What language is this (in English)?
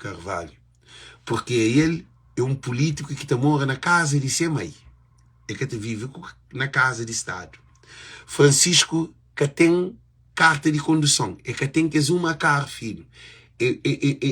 Kabuverdianu